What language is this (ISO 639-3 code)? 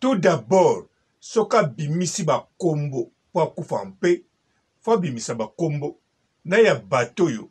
lin